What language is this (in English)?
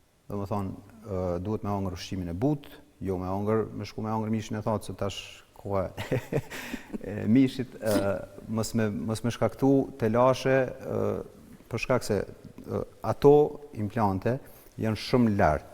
Albanian